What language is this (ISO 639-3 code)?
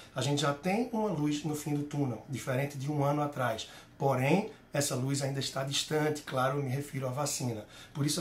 por